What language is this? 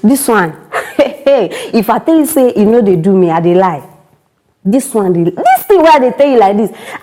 Nigerian Pidgin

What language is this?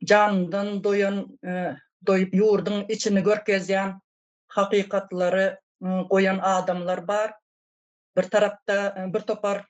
Turkmen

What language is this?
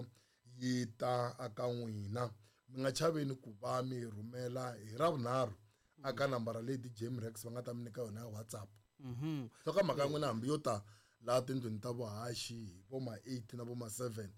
Tsonga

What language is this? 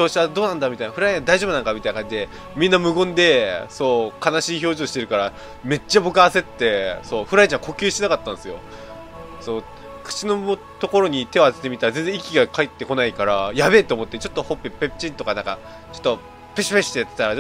Japanese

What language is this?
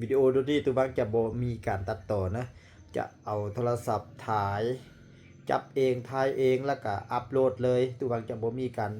Lao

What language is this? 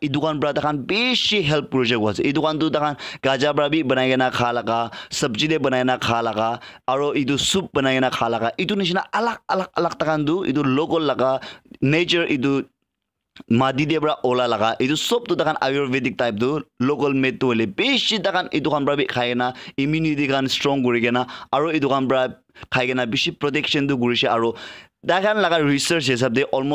Naga Pidgin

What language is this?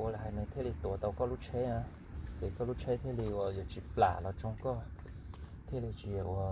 Hmong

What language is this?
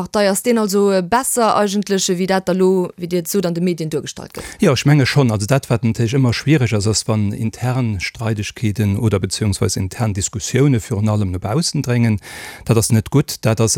Luxembourgish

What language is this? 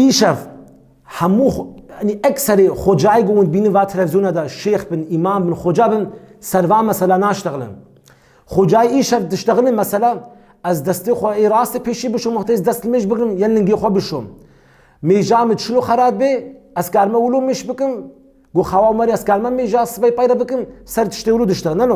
Kurdish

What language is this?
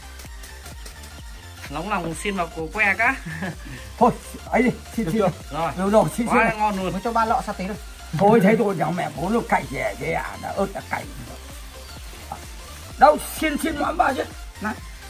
Vietnamese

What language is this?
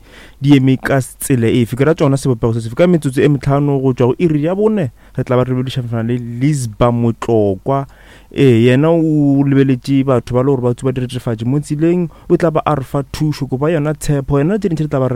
Northern Sotho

